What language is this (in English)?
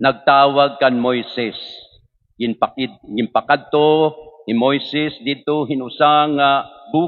Waray